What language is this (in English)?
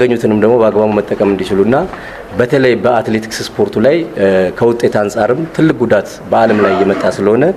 Amharic